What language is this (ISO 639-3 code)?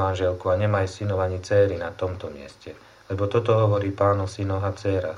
slk